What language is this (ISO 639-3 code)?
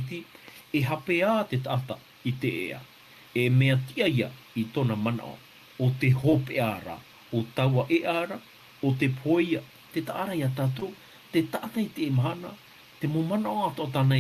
tah